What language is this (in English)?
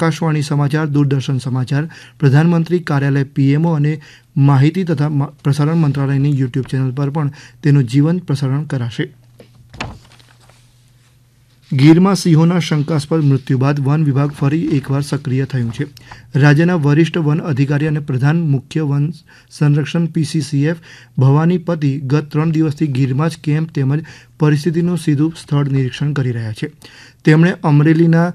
Gujarati